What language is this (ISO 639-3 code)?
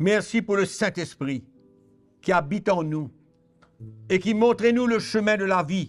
mfe